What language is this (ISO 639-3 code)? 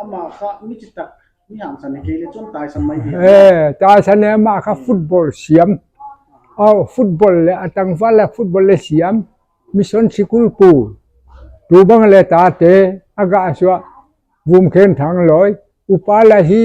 pck